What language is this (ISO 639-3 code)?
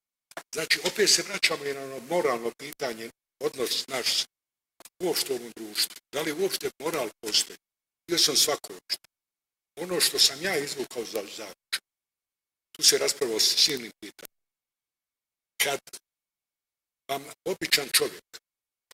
bos